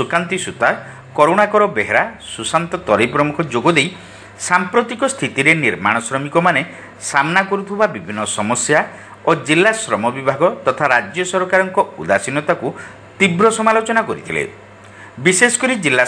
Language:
Odia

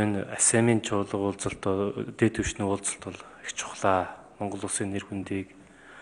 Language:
Mongolian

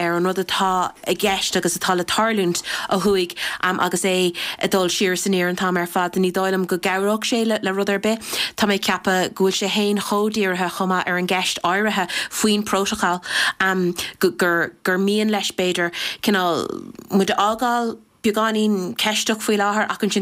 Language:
Irish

